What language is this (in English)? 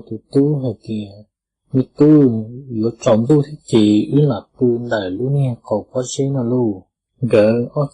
Hmong